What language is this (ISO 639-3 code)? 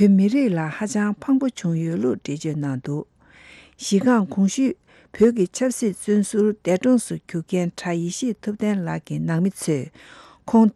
bod